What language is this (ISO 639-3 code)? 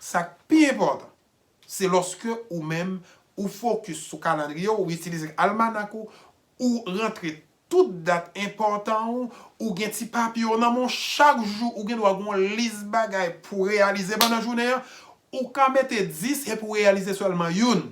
hat